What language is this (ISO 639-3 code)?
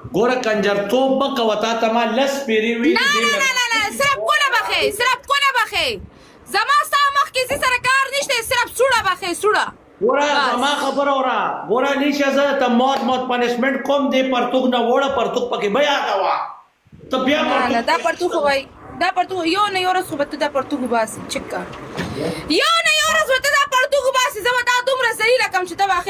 pus